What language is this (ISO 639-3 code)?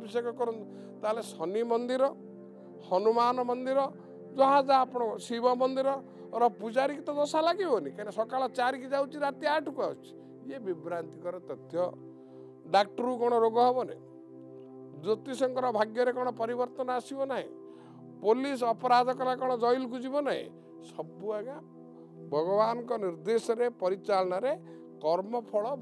ori